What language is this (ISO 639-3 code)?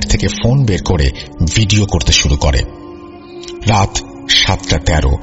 ben